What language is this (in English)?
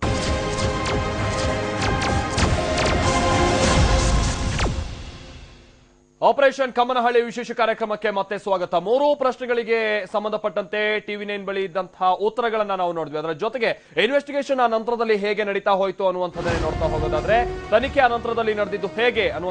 Kannada